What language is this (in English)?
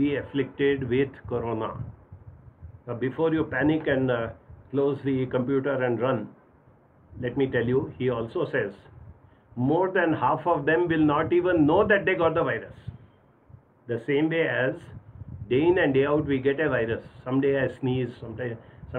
English